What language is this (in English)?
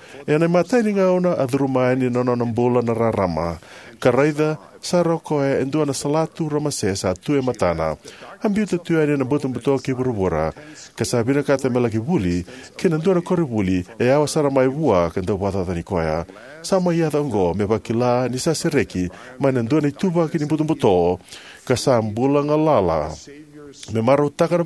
Fijian